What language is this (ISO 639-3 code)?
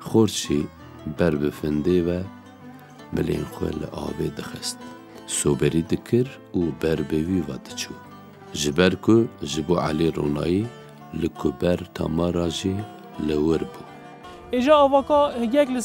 kur